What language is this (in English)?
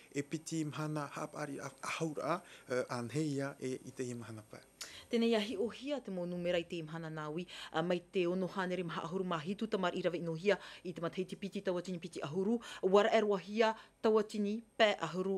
Tahitian